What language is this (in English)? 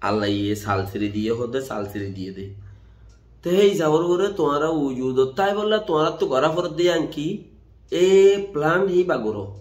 Rohingya